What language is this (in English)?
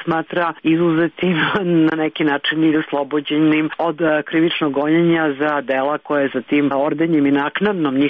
Serbian